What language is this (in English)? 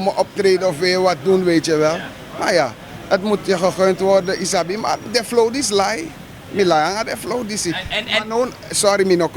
Sranan Tongo